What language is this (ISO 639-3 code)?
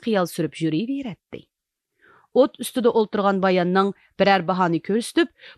uig